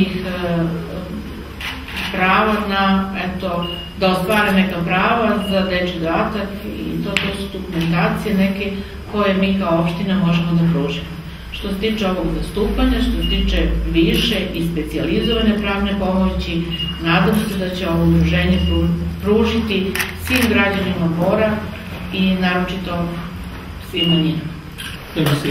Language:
Serbian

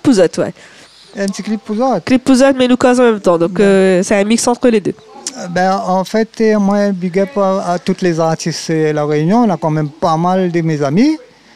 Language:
Réunion Creole French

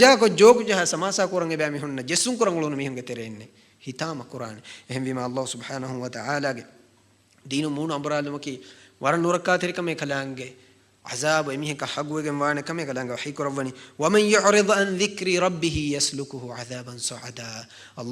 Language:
Divehi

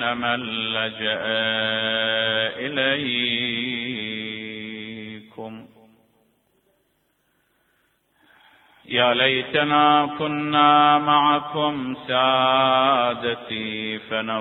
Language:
Arabic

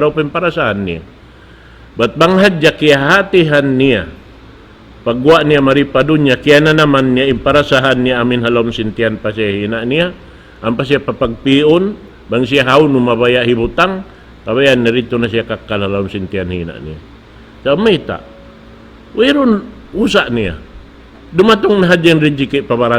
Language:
Tausug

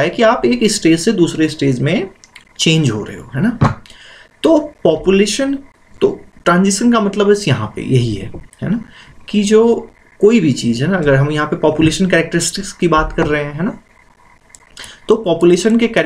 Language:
Hindi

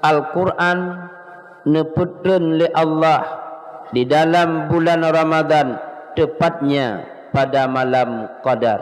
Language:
Achinese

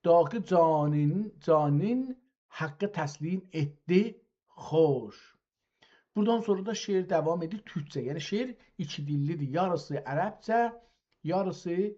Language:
South Azerbaijani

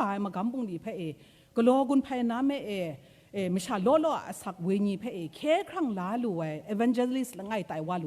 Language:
Kachin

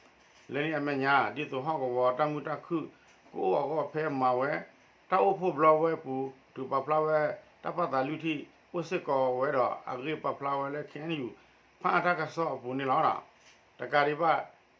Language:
S'gaw Karen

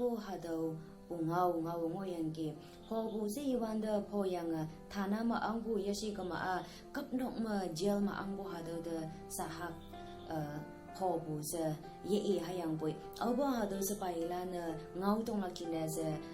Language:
Konyak Naga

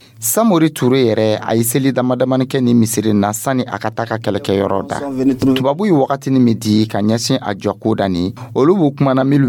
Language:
Dyula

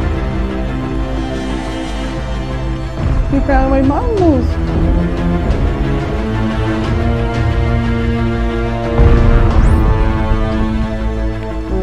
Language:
German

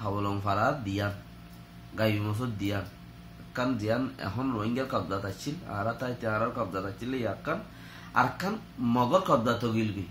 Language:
Rohingya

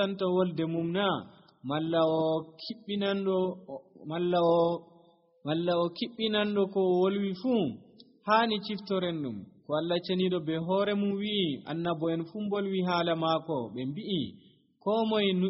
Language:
Nigerian Fulfulde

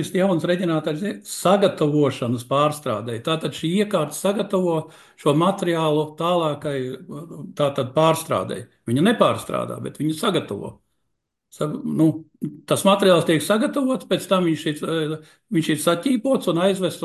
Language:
Latvian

